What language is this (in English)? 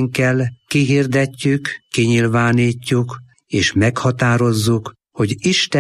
Hungarian